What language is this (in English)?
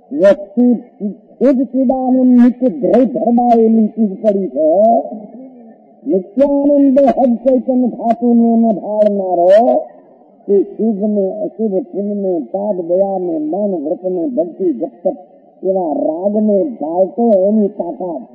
Gujarati